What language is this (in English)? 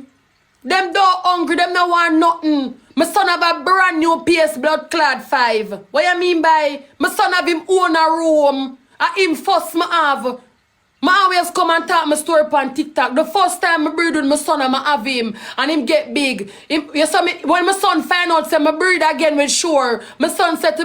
Jamaican Creole English